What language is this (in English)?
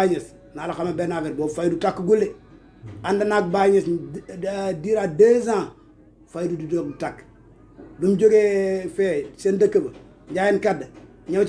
Wolof